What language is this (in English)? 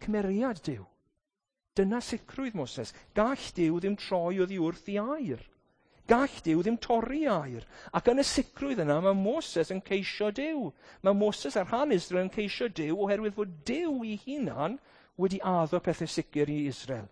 Welsh